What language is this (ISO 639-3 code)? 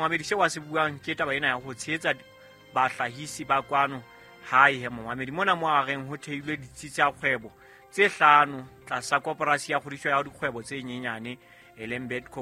sot